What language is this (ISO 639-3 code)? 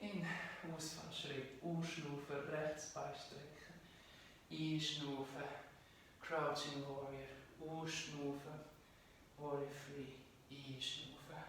gsw